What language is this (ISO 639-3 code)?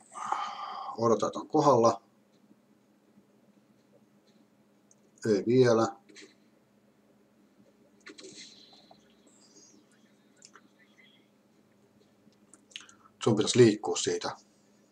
fin